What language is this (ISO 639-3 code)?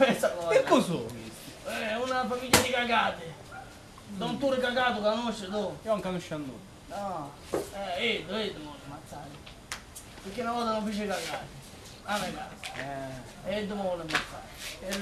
scn